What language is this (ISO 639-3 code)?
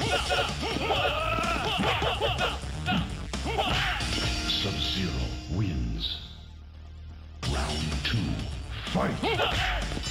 eng